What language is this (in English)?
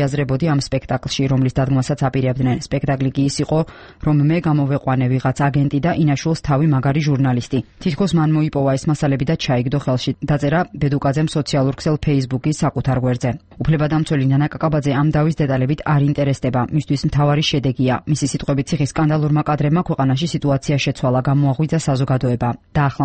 Georgian